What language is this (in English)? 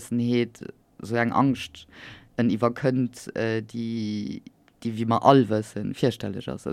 Luxembourgish